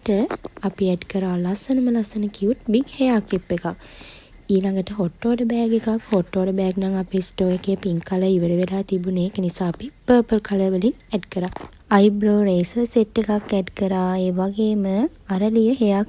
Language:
Sinhala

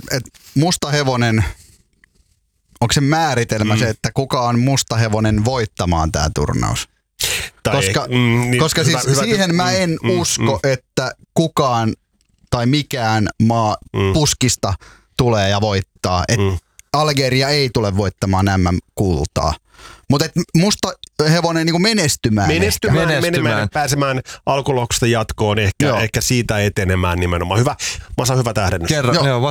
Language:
Finnish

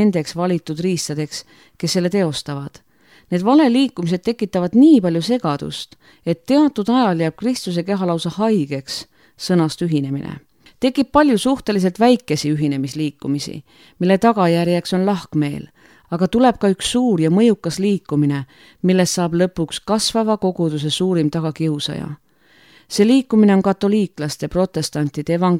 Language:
Estonian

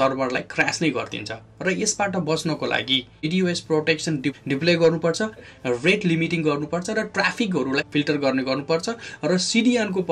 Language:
Nepali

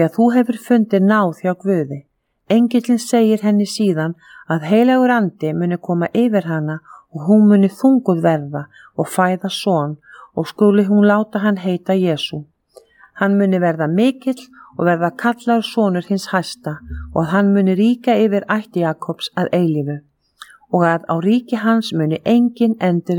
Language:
Icelandic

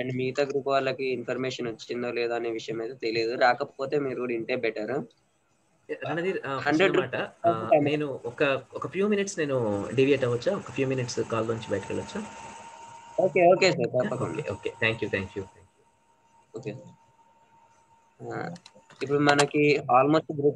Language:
Telugu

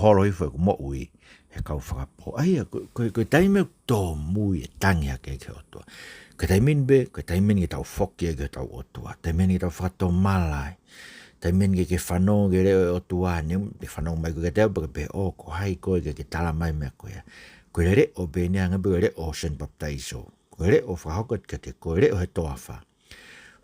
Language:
Tongan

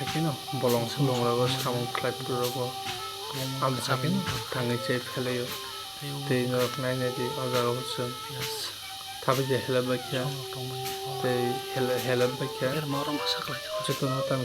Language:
Kok Borok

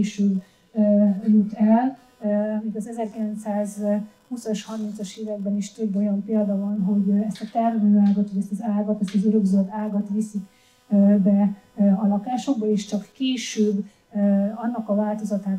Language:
Hungarian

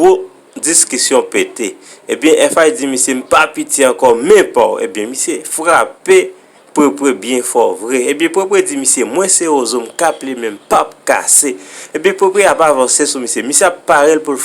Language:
Haitian Creole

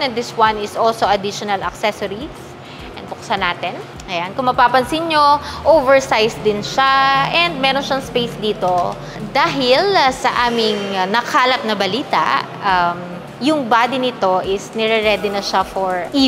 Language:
Filipino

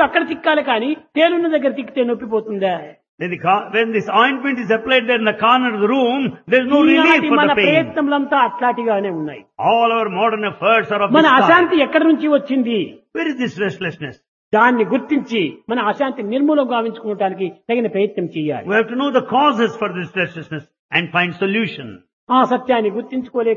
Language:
Telugu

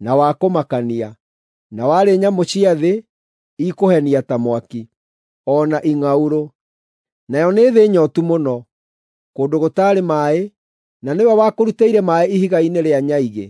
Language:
Kikuyu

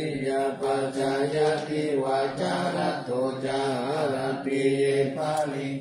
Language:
Pali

